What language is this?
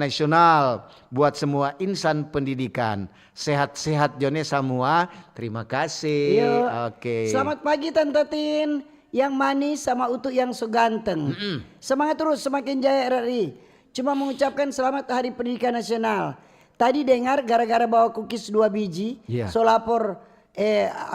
Manado Malay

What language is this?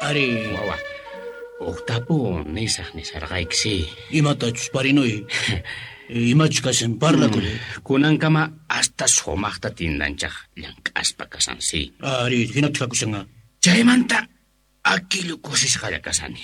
Quechua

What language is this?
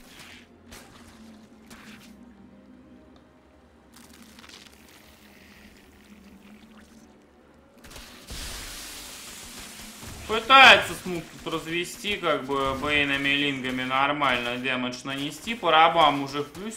Russian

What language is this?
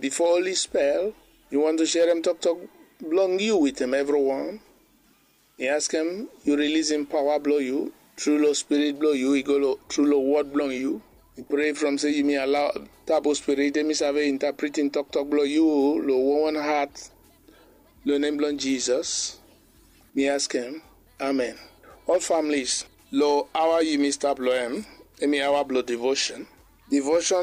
Bislama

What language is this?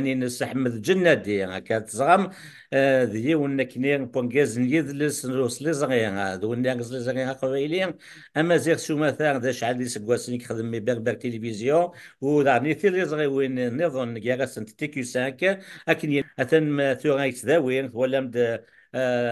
Kabyle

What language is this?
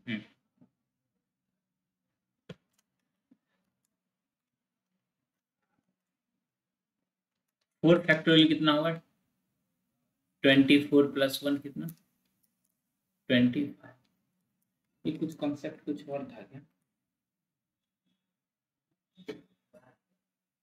Hindi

